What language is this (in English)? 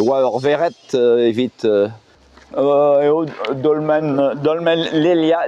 Breton